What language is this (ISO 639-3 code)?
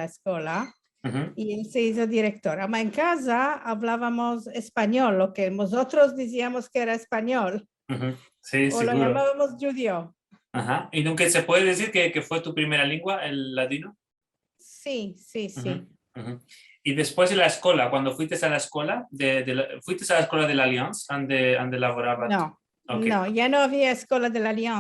lad